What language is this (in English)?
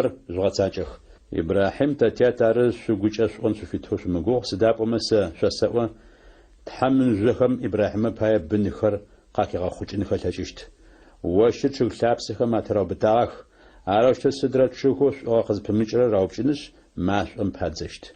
Adyghe